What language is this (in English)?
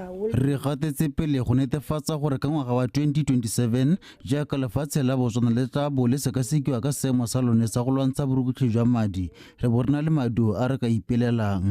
Tswana